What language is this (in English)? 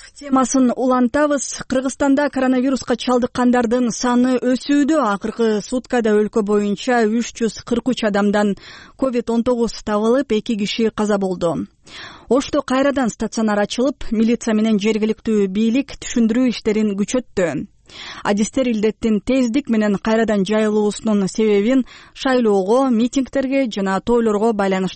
Kyrgyz